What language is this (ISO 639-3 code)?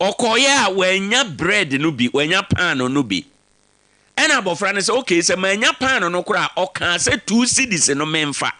aka